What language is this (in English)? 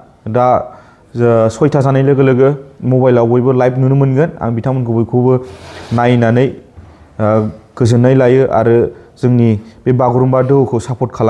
Bodo